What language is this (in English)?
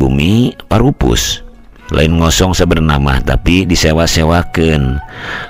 Sundanese